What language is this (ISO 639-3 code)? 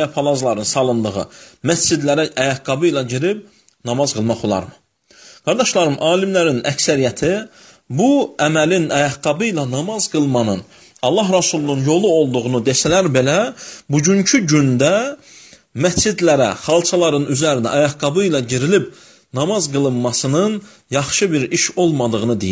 aze